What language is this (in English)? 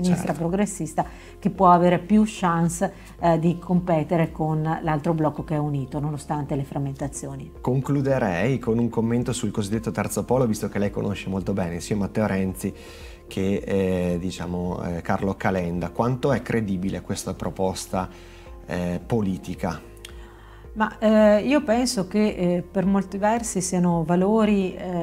Italian